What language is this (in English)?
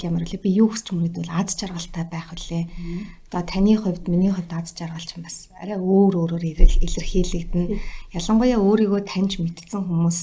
Mongolian